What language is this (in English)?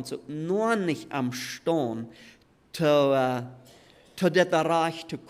Plautdietsch